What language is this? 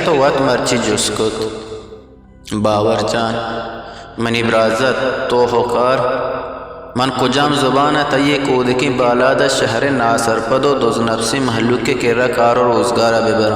Eastern Balochi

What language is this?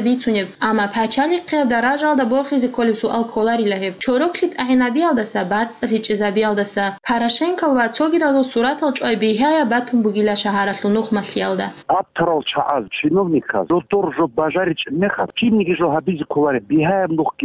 Avaric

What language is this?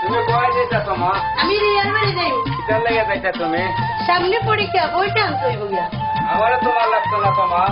Sylheti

